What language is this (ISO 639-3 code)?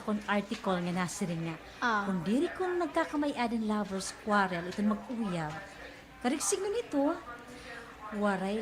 war